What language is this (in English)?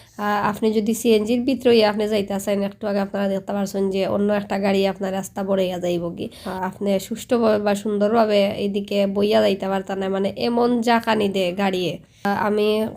Sylheti